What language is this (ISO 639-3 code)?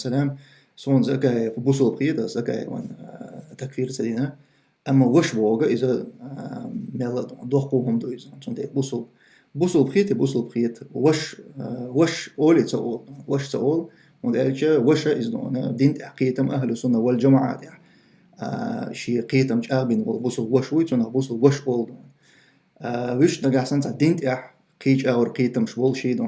che